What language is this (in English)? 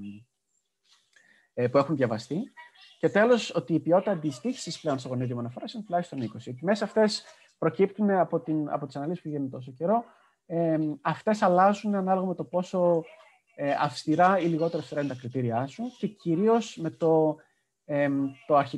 Greek